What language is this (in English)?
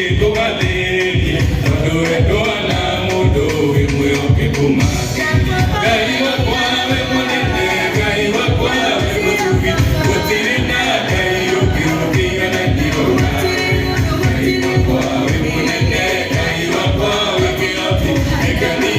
Kikuyu